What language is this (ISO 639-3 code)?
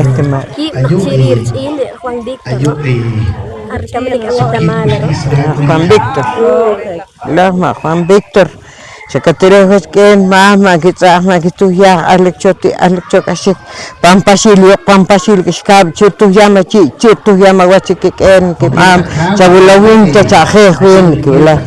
poh